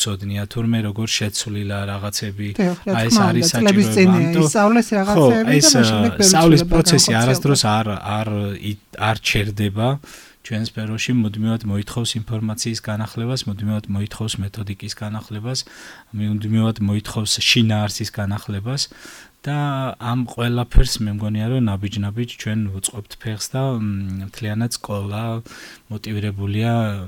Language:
Georgian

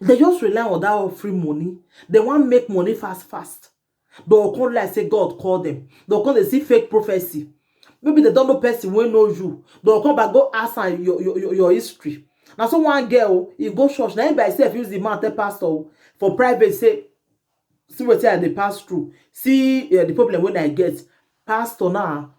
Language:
Nigerian Pidgin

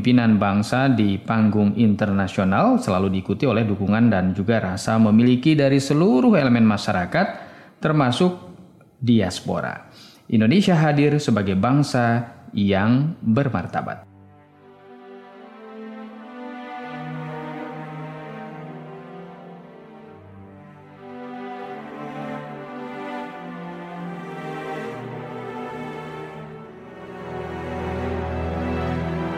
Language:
Indonesian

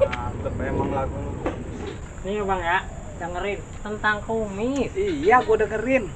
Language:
Betawi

